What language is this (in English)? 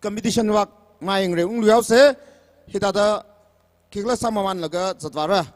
Tangkhul Naga (India)